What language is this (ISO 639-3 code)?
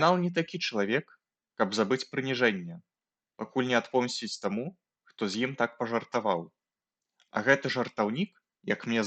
bel